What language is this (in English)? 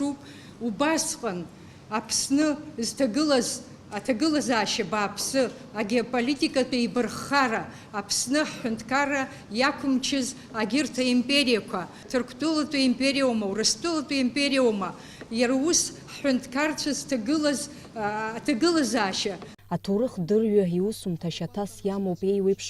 Abkhazian